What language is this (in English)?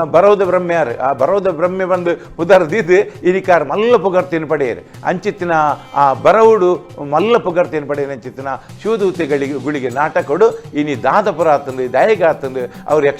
Tulu